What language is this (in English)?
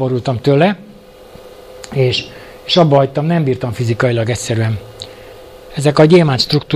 Hungarian